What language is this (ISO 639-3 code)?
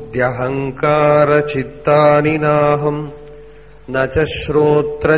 mal